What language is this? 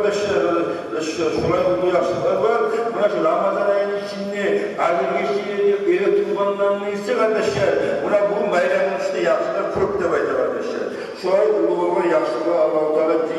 Kumyk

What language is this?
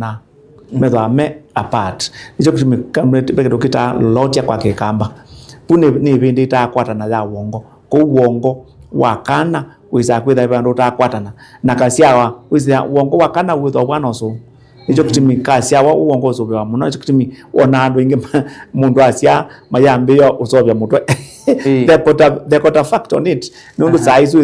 Kamba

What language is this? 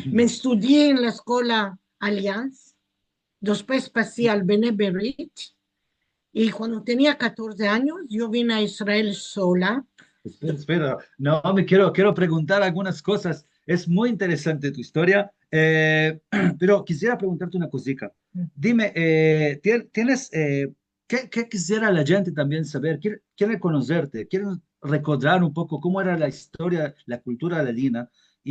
Ladino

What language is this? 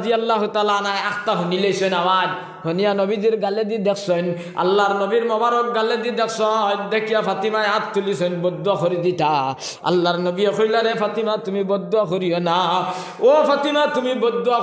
Sylheti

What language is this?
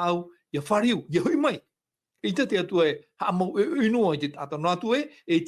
Tahitian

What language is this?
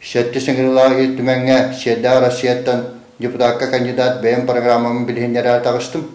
Yakut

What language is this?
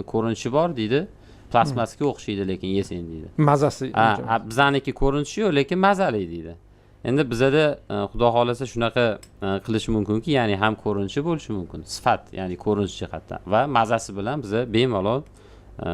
Uzbek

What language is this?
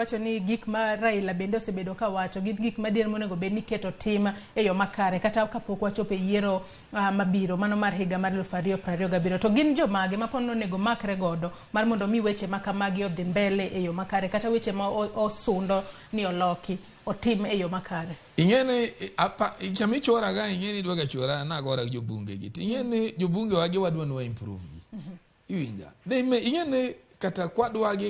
Luo (Kenya and Tanzania)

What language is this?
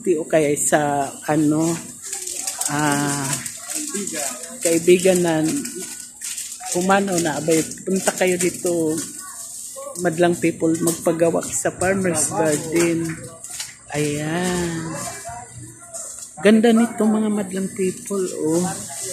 Filipino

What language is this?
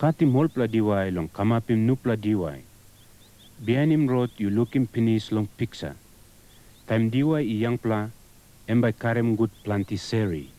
Tok Pisin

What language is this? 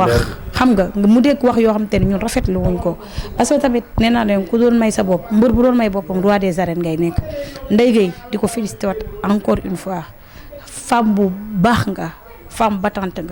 Wolof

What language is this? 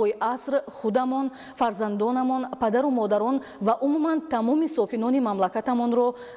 Tajik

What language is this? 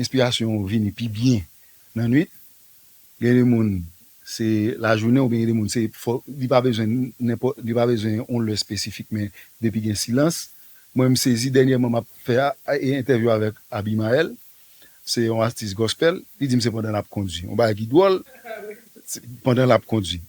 Haitian Creole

